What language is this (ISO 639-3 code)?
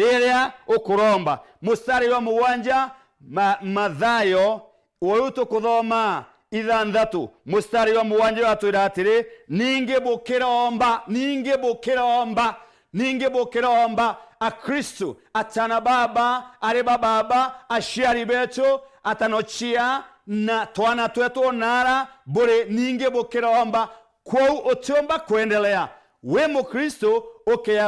mer